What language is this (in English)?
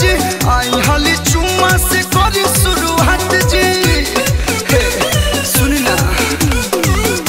Bhojpuri